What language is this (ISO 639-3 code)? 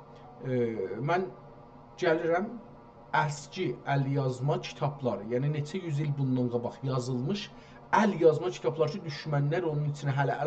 azb